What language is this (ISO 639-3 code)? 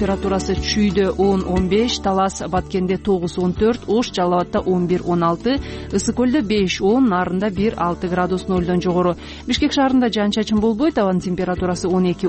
kir